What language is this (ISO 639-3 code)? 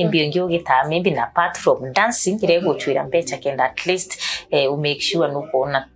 mer